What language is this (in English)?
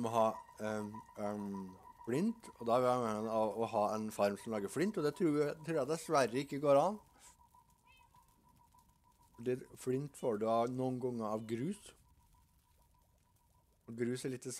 Norwegian